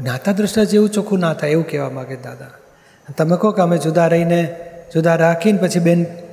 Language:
Gujarati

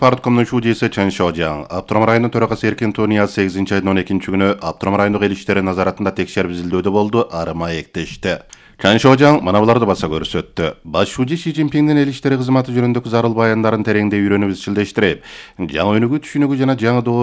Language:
Kyrgyz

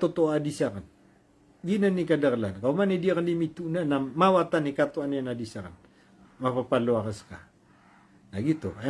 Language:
Maranao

